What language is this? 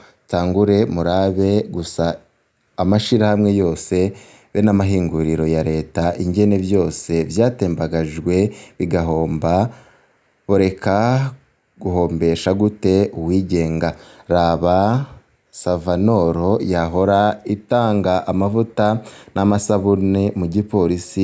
Rundi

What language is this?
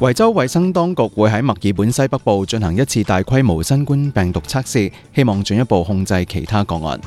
Cantonese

